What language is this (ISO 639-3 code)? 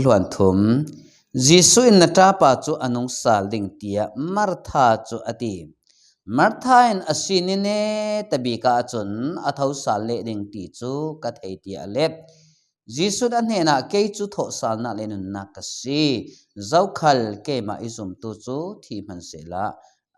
cfm